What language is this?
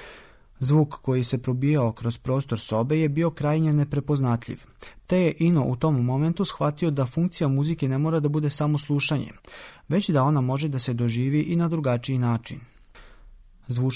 Serbian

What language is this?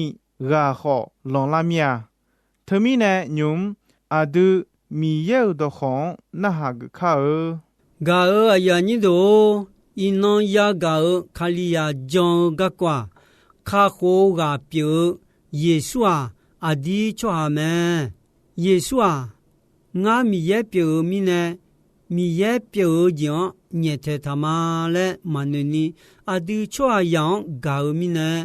Akha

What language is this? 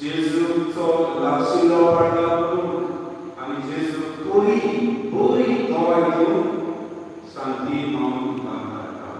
Konkani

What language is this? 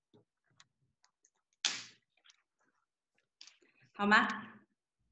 Chinese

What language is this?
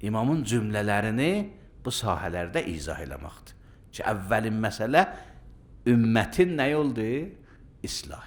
Azerbaijani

